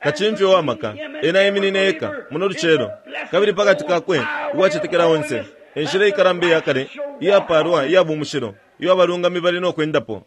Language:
Bemba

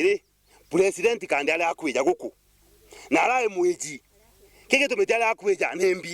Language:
Meru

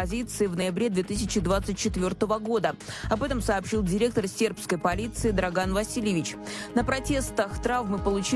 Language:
Russian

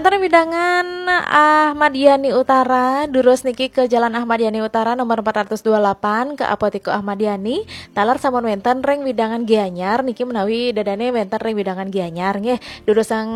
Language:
Balinese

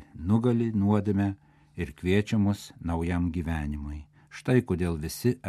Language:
Lithuanian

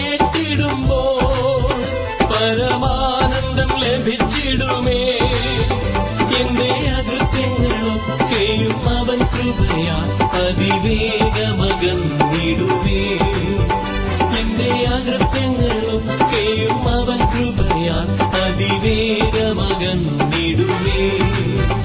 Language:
Malayalam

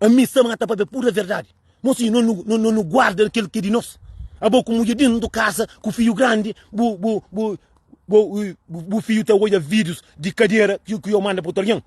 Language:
Kabuverdianu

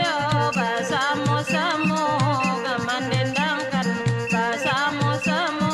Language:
Minangkabau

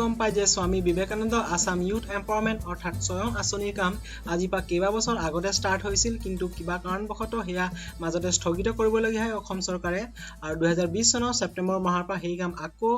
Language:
Assamese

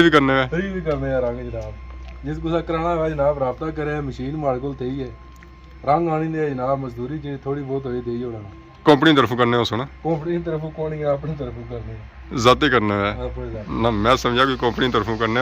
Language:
Pahari-Potwari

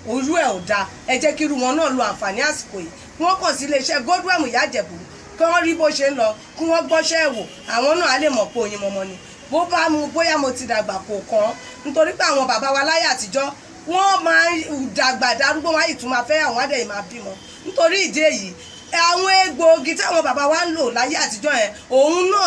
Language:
Yoruba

